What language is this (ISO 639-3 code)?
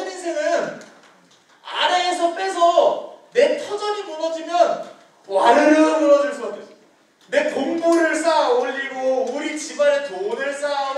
kor